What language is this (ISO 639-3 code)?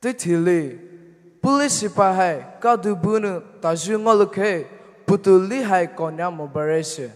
pmx